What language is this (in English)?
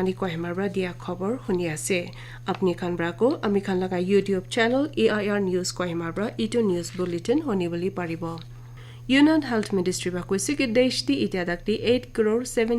Naga Pidgin